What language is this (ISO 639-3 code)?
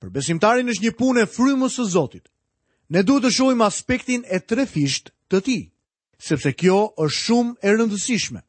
sqi